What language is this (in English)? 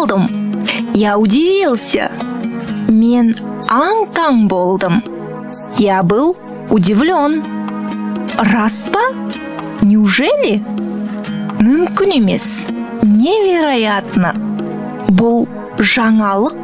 Kazakh